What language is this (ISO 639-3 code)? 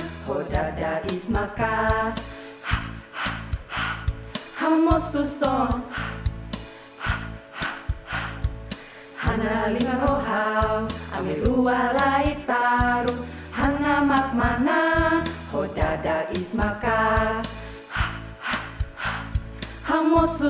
tet